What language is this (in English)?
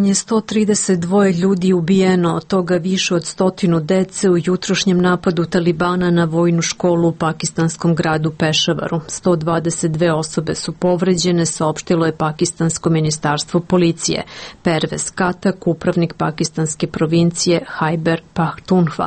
Serbian